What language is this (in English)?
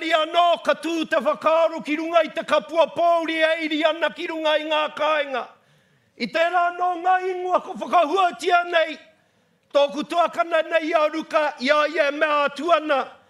Māori